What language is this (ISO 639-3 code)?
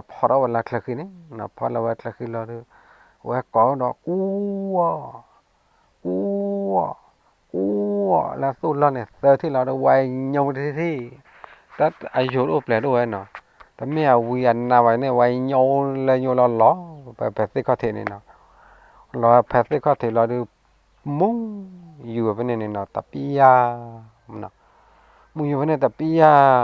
ksw